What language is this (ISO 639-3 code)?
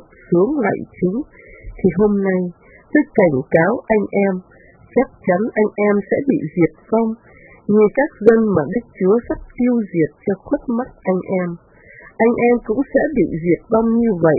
vie